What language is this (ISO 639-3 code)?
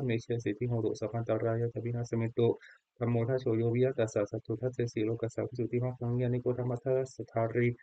pli